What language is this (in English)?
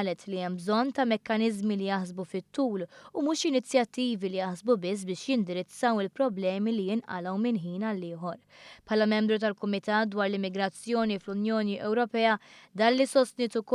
Maltese